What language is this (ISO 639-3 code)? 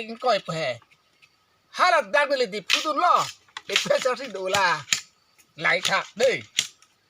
mjw